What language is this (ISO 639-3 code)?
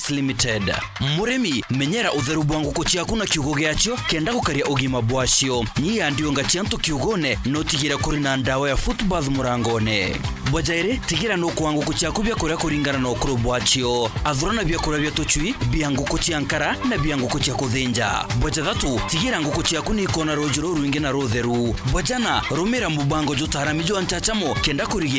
mer